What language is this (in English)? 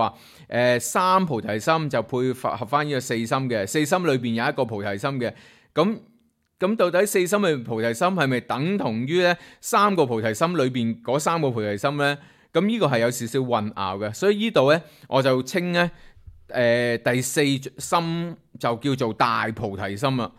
Cantonese